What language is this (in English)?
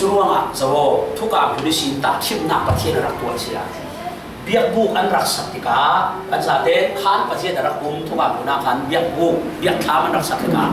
Falam Chin